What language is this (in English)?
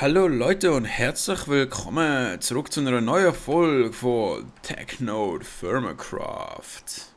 Swiss German